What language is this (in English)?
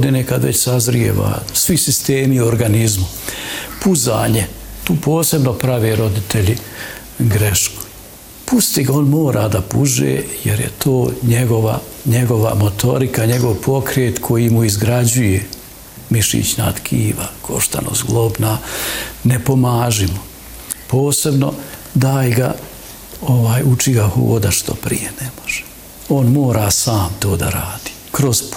Bosnian